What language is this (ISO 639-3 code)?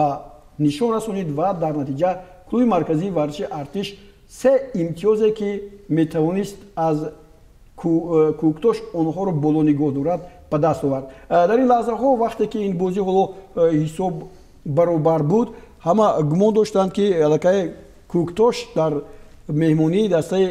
tgk